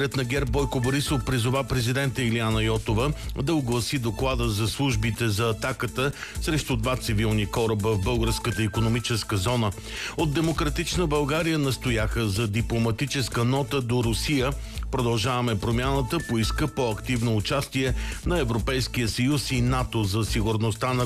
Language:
Bulgarian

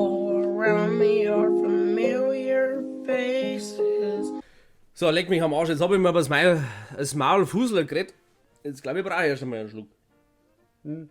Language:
Bavarian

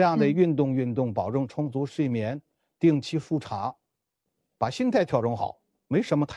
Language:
Chinese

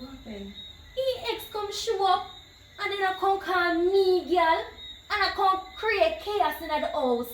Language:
Jamaican Creole English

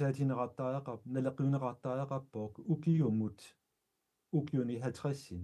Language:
Kalaallisut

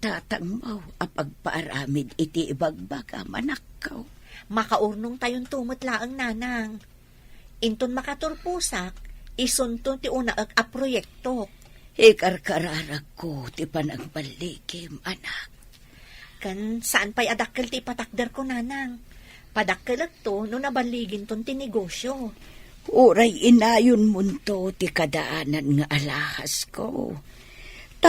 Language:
Iloko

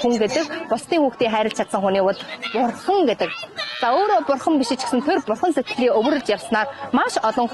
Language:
Mongolian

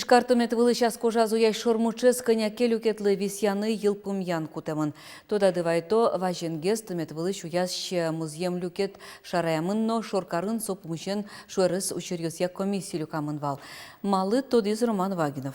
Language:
Udmurt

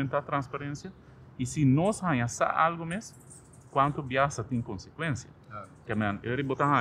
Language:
Papiamento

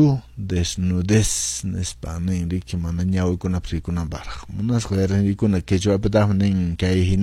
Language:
Quechua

